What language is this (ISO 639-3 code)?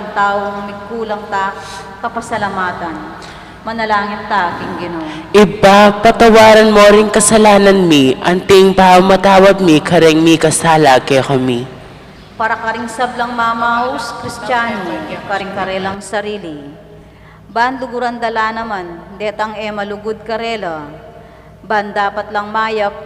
pam